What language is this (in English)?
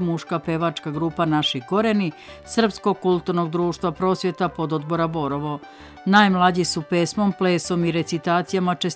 Serbian